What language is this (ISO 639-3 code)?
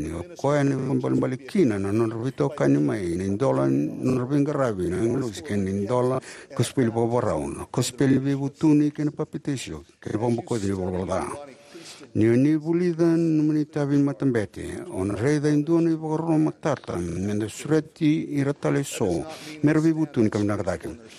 fij